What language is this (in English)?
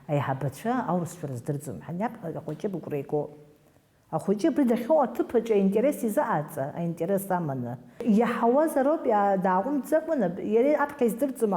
Abkhazian